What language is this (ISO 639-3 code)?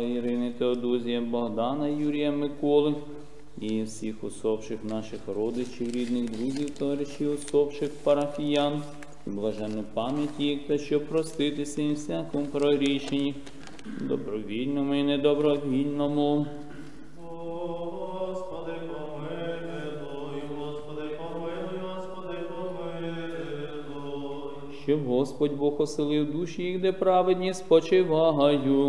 ukr